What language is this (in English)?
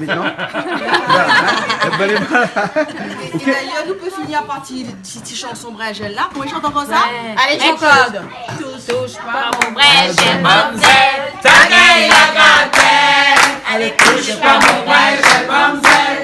Réunion Creole French